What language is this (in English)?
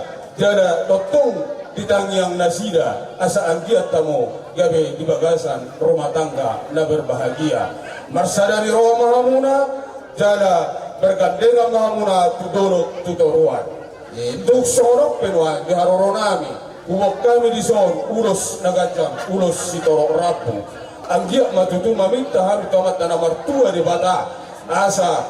Batak Toba